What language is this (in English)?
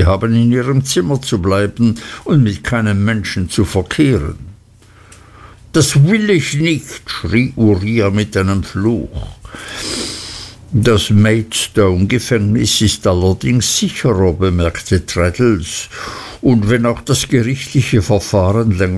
German